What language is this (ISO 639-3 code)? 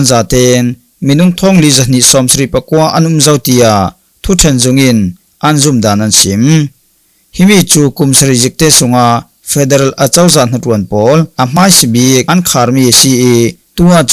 cfm